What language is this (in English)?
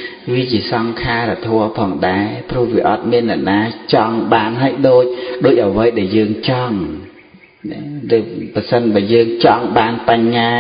Khmer